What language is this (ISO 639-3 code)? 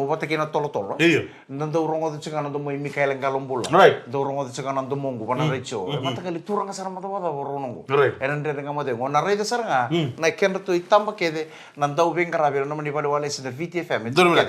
fij